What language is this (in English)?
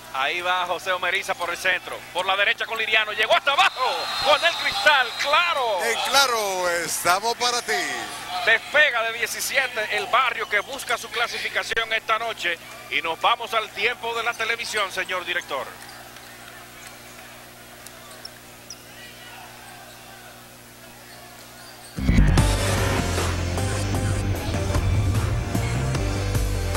Spanish